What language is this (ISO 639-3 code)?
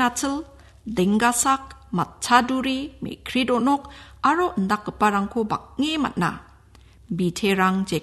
grt